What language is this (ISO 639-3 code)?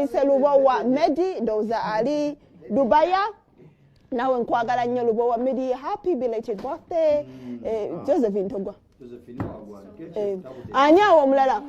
lug